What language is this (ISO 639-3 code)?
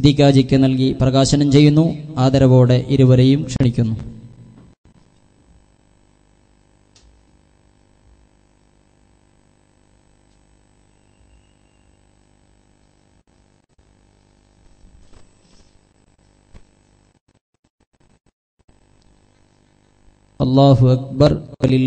mal